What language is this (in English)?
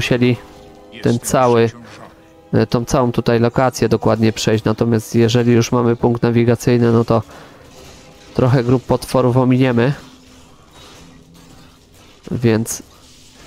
Polish